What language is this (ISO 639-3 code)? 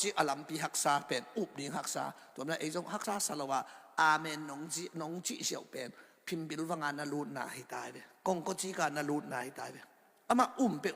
ctd